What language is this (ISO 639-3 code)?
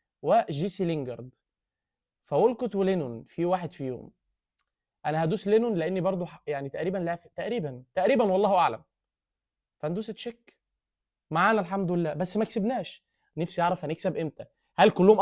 arz